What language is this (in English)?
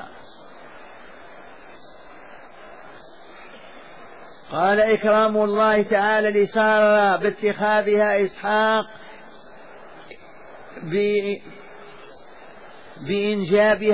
Arabic